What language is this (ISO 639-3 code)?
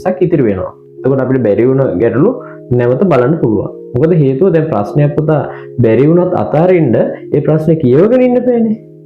sin